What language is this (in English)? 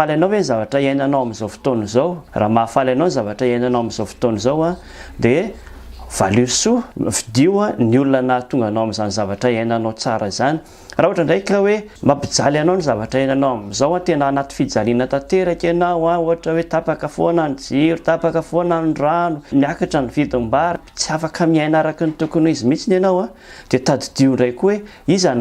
Malagasy